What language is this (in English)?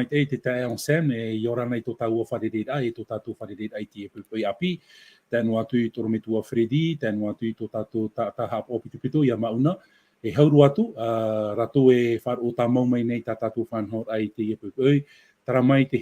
Tahitian